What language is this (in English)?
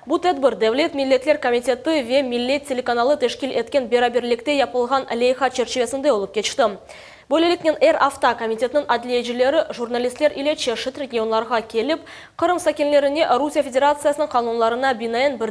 Crimean Tatar